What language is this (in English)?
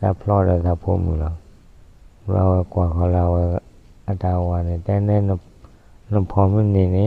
S'gaw Karen